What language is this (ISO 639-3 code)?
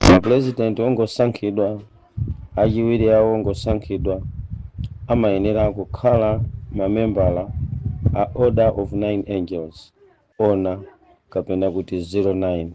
nya